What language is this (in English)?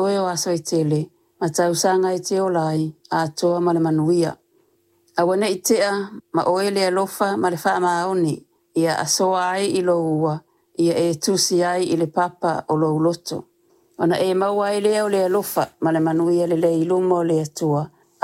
Samoan